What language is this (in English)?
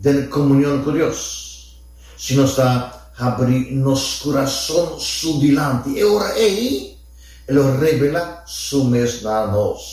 Papiamento